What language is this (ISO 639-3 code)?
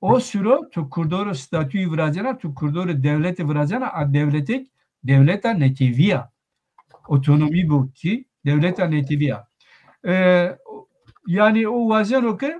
zza